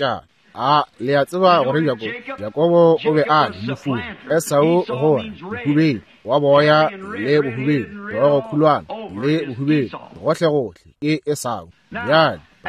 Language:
Northern Sotho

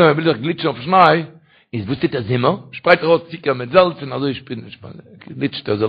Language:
Yiddish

